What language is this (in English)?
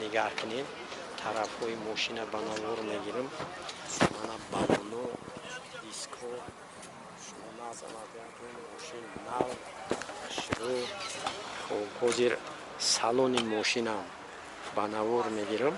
Tajik